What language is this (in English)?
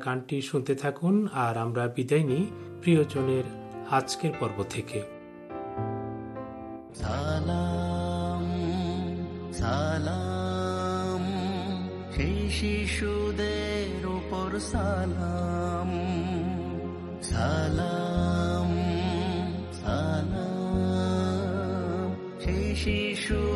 Bangla